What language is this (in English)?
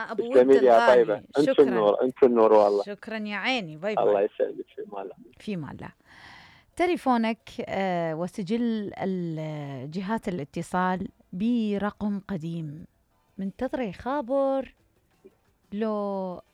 Mesopotamian Arabic